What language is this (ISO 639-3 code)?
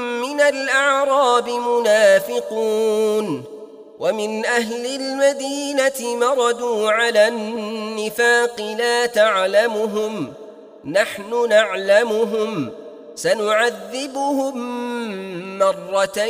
ara